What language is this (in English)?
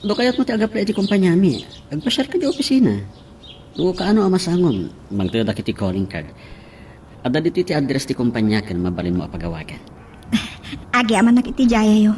Iloko